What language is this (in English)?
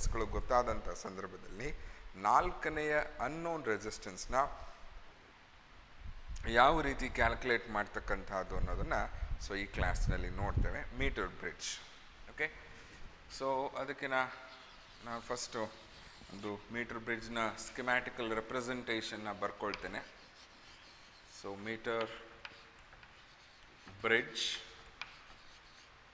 Kannada